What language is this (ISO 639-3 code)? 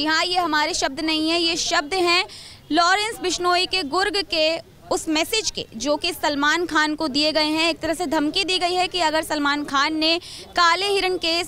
hin